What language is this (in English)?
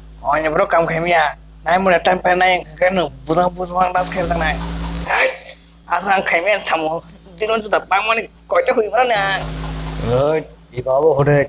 Kok Borok